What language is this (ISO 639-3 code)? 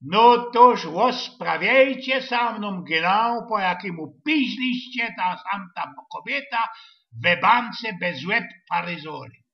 szl